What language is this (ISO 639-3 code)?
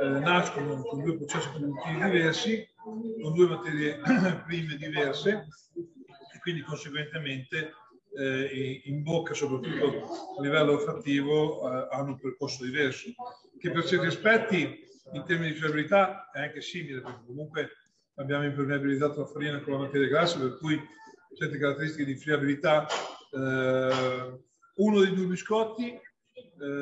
ita